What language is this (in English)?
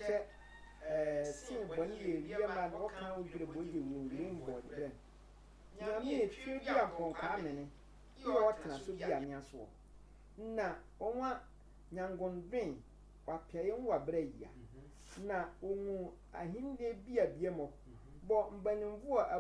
Sehwi